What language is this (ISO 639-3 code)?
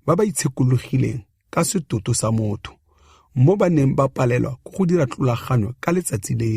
tsn